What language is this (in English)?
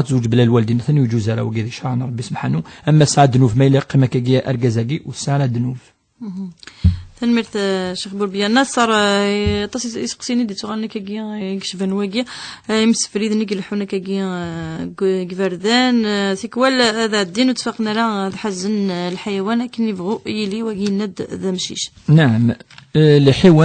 Kabyle